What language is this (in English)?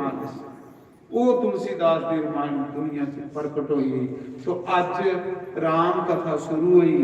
Dogri